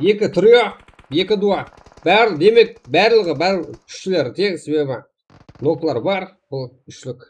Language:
Kara-Kalpak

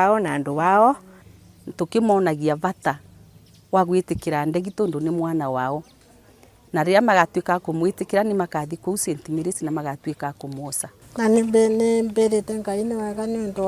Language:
Kikuyu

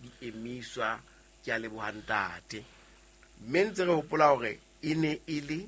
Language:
Southern Sotho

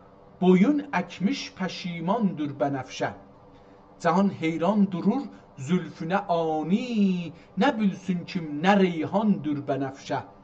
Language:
South Azerbaijani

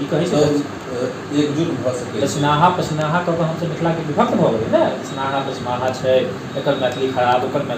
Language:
Maithili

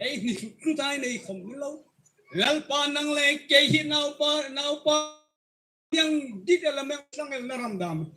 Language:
Hmar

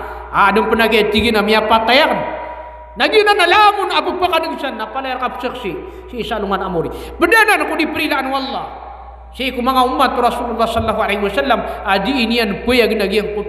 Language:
Maranao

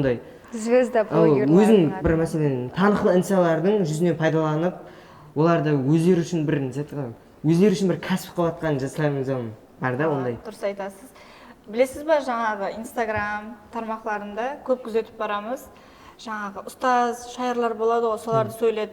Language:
Kara-Kalpak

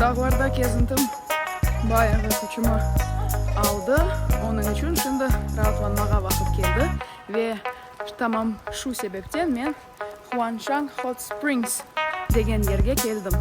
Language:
Crimean Tatar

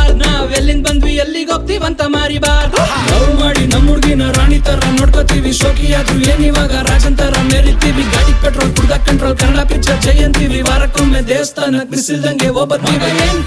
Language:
Kannada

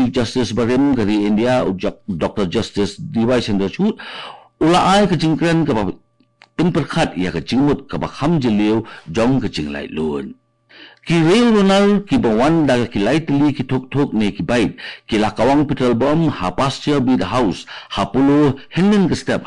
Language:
Khasi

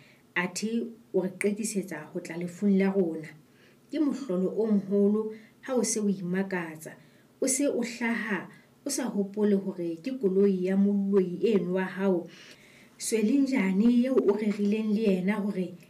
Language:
Southern Sotho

